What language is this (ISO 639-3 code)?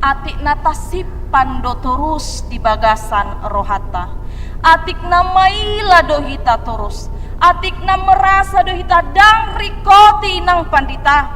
bbc